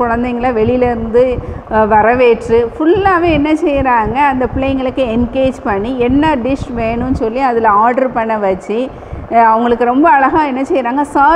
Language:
Tamil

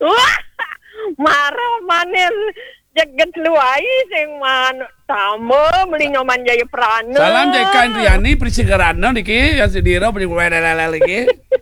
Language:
Balinese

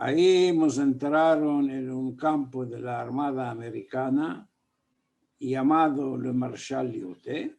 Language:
Ladino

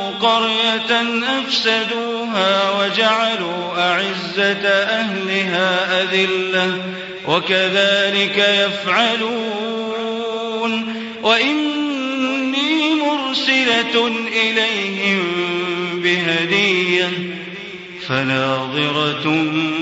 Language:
Arabic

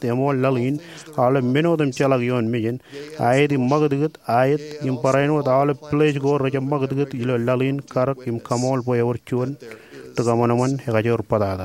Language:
Marshallese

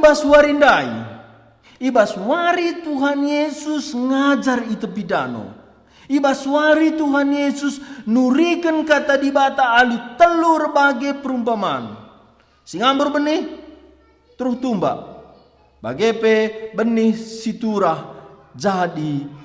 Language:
Batak Karo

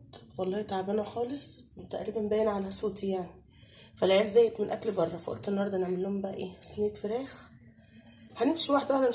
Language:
Egyptian Arabic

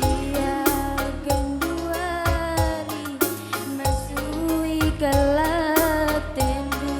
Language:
Batak Karo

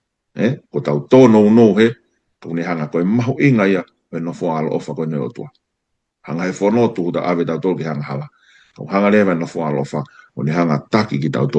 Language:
Tongan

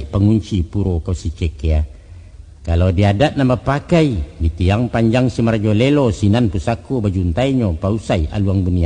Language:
Minangkabau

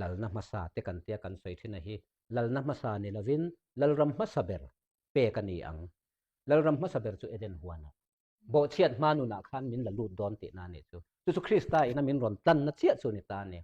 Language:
Mizo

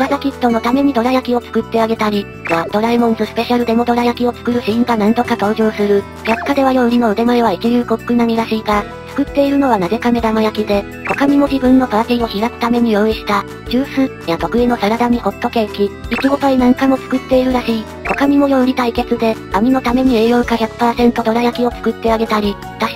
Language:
Japanese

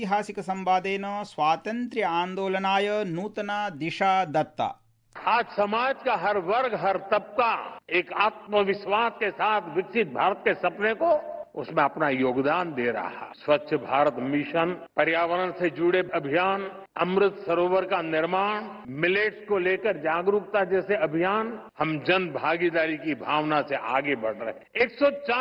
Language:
Sanskrit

